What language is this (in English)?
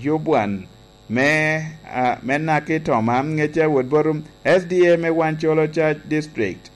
Lango (Uganda)